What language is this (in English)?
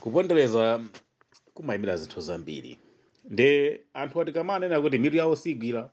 Nyanja